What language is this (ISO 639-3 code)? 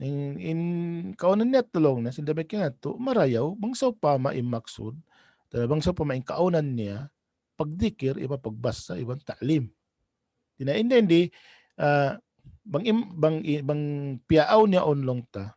tsg